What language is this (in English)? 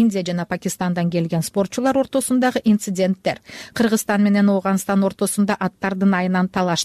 Kyrgyz